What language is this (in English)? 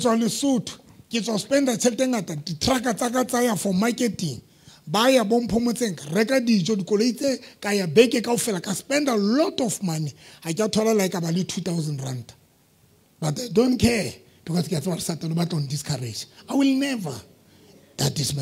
Southern Sotho